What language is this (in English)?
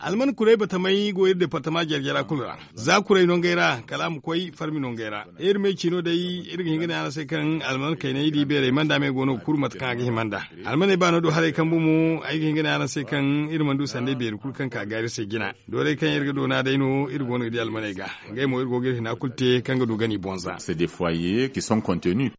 Zarma